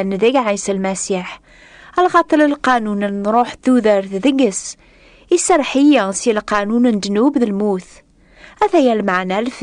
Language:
Kabyle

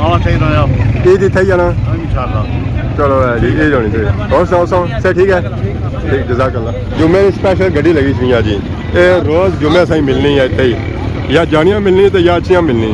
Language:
Pahari-Potwari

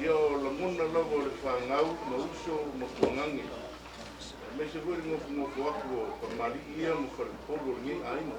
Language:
Samoan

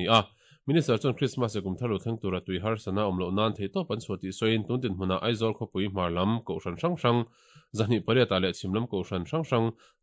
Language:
Mizo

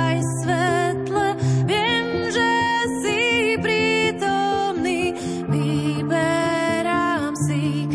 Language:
Slovak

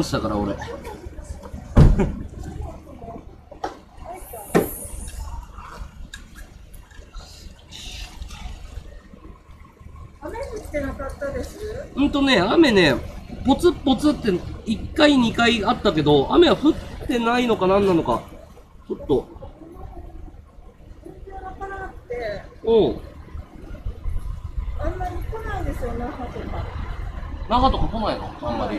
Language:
Japanese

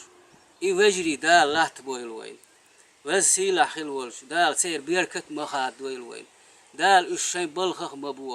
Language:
Chechen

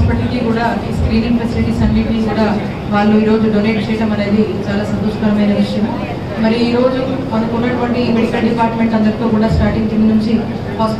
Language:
Telugu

